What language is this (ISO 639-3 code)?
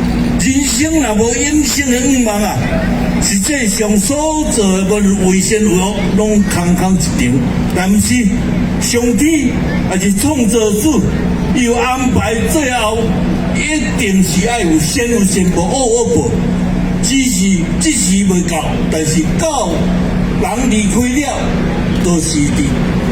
nan